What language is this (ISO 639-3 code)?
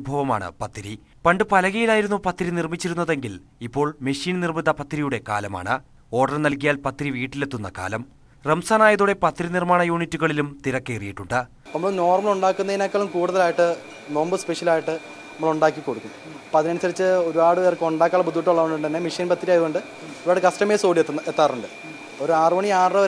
mal